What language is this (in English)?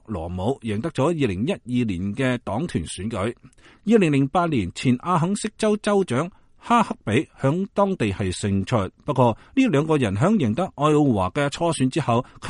Cantonese